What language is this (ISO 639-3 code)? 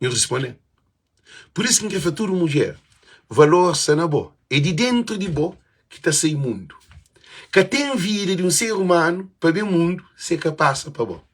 kea